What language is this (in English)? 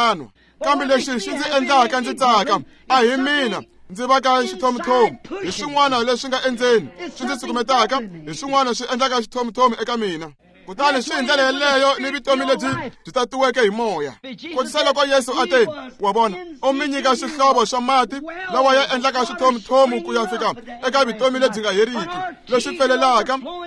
Tsonga